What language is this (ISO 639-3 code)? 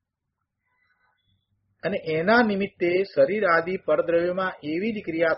guj